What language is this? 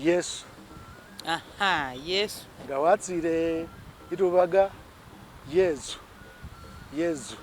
Masaaba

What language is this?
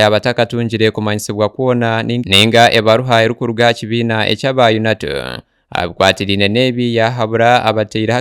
Nyankole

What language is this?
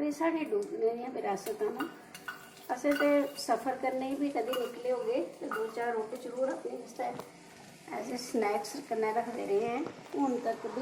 Dogri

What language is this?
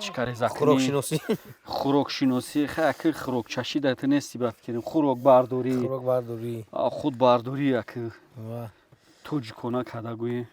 Tajik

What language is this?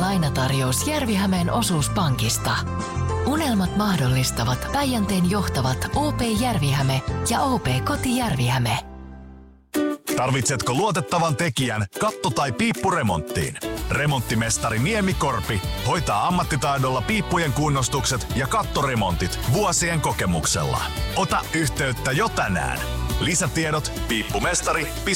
Finnish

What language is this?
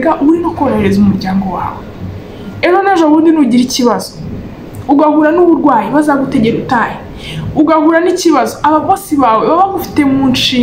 Kinyarwanda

